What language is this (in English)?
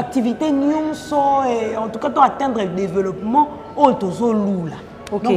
Lingala